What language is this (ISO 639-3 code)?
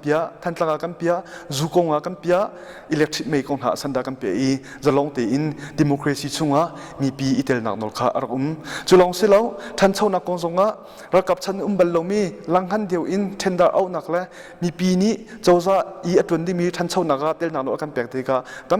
cnh